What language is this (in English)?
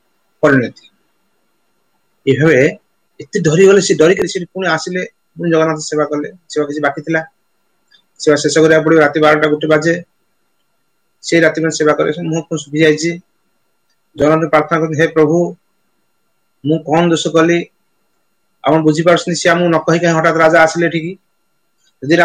Odia